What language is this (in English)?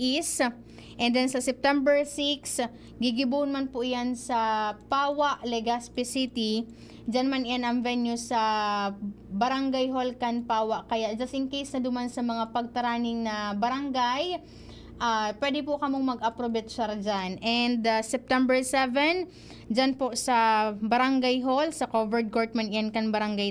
Bikol